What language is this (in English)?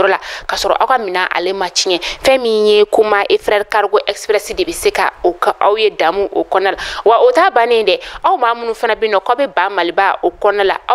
Bambara